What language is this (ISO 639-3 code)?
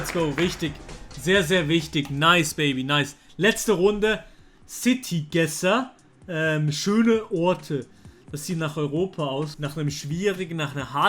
gsw